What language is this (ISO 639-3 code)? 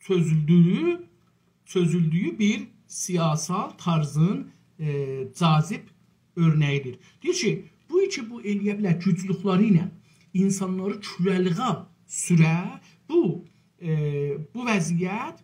azb